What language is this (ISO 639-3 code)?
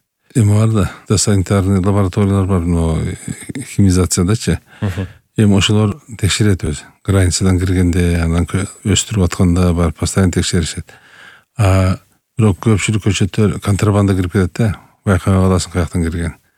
kir